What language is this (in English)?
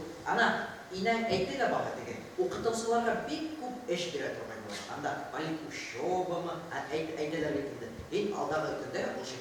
Bashkir